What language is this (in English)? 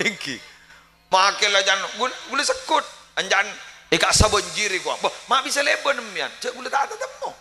Madurese